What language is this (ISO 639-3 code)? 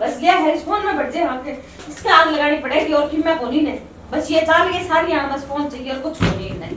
bgc